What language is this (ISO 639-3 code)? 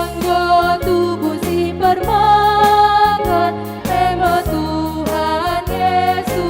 btx